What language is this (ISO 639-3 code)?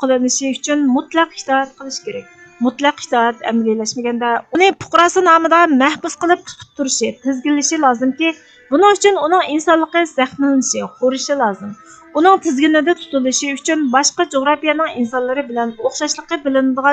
uig